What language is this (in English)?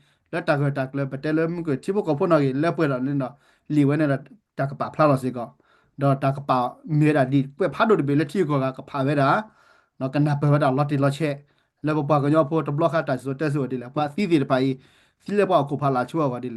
S'gaw Karen